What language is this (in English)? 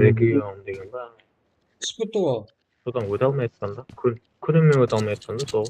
Kara-Kalpak